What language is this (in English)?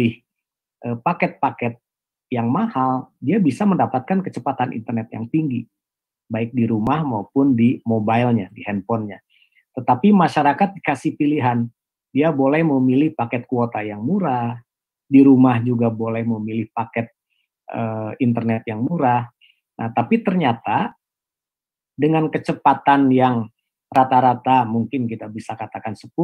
Indonesian